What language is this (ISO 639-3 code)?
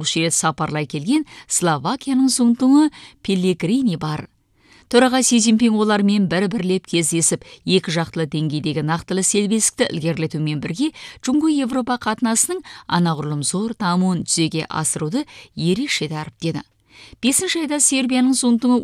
kaz